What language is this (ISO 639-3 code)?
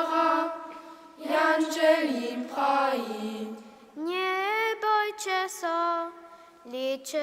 hsb